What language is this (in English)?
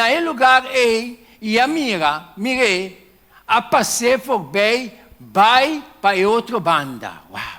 Papiamento